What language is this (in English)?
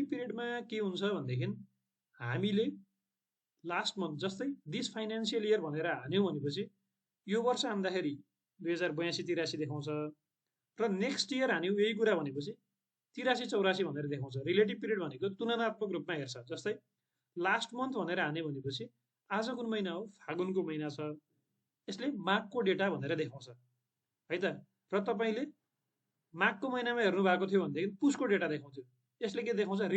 Nepali